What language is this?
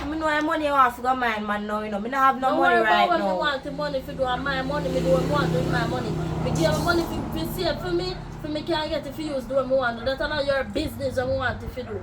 Jamaican Creole English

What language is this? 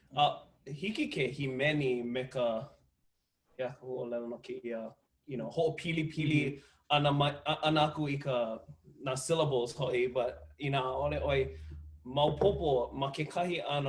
Hawaiian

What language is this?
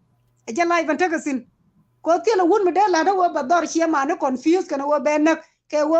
Nuer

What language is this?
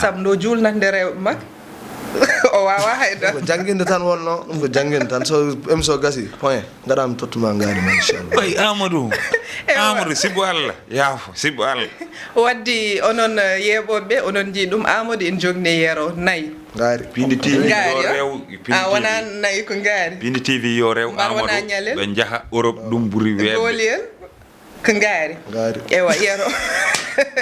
Fula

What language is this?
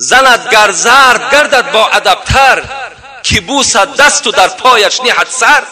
Tajik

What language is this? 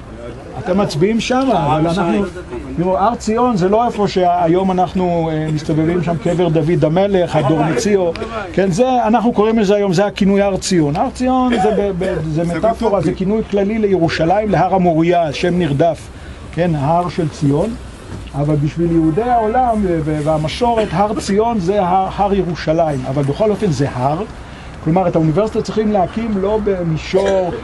Hebrew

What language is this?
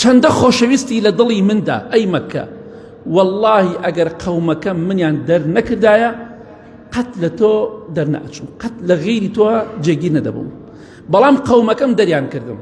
Central Kurdish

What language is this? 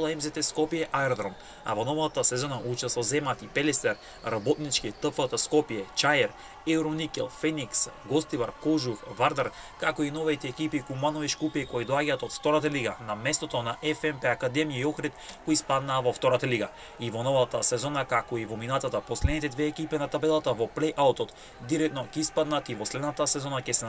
Macedonian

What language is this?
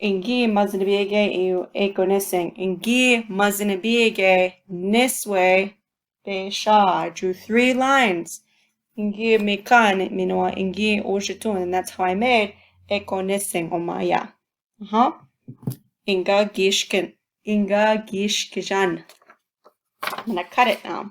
Chippewa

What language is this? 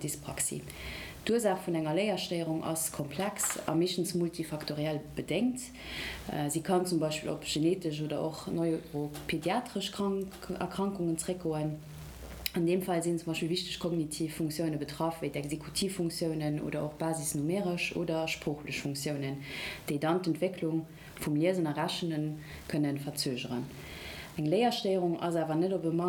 Luxembourgish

